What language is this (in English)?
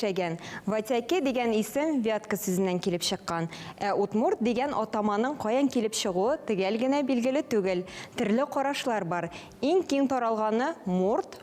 Tatar